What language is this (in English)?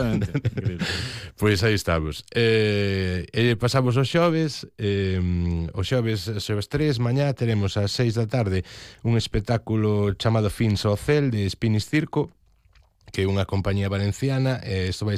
Galician